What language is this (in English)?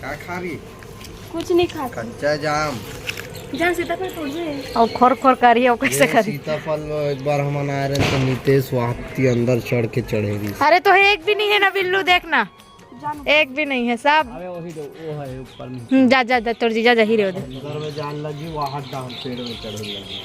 Chhattisgarhi